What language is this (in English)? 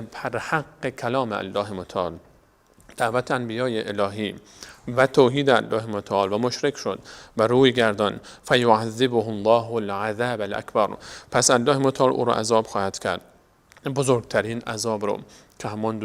Persian